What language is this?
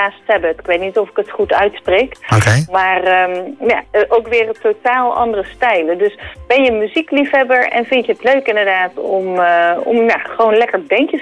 Dutch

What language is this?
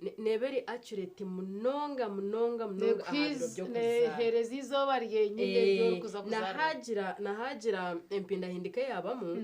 Nyankole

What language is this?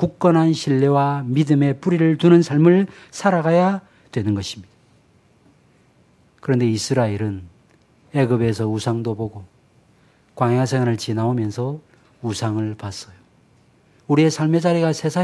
Korean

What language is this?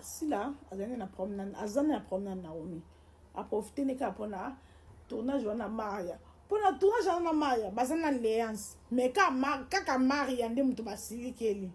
Lingala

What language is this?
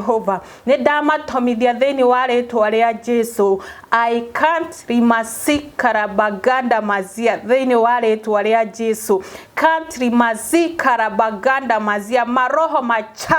Kikuyu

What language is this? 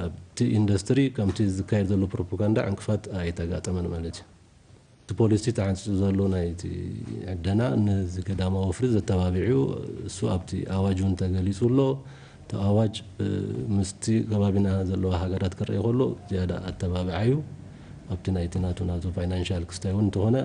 Tigrinya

